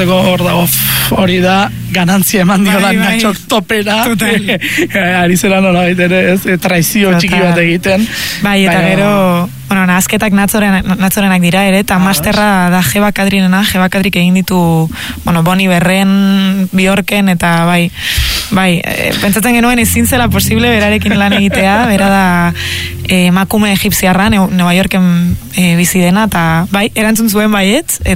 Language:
Basque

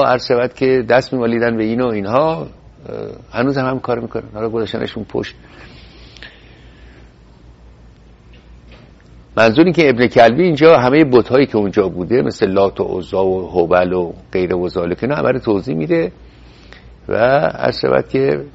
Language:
Persian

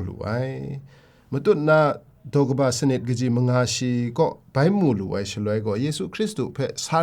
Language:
Kachin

